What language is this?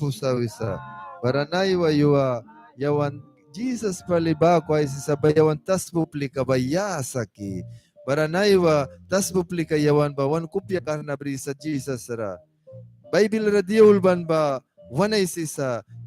Mískito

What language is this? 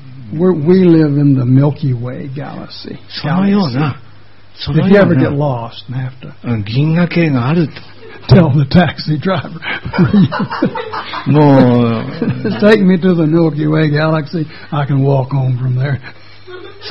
Japanese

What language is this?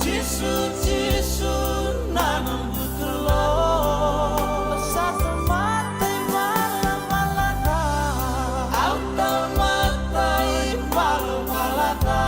Fijian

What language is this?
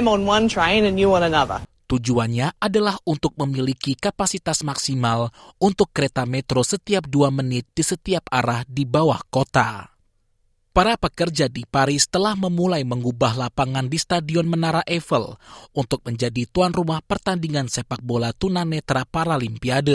Indonesian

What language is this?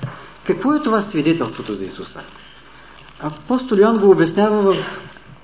Bulgarian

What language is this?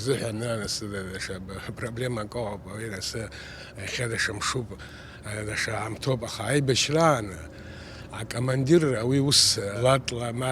Abkhazian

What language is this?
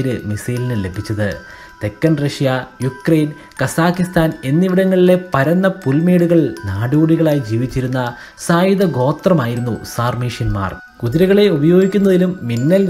Malayalam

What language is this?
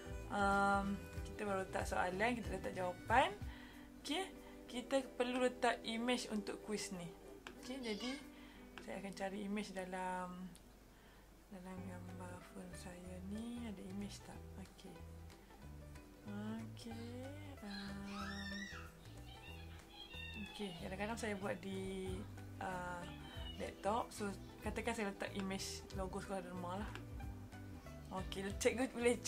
Malay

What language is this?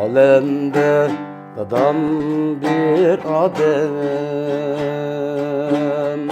Uyghur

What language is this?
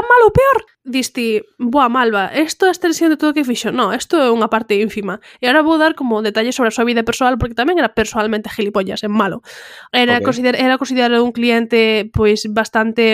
Galician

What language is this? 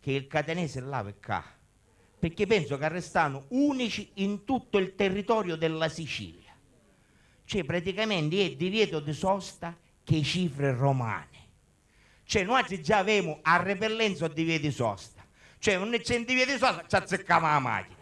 Sicilian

